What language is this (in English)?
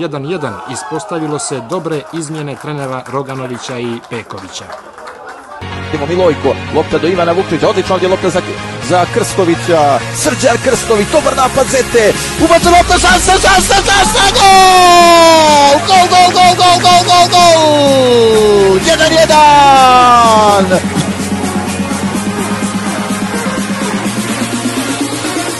Serbian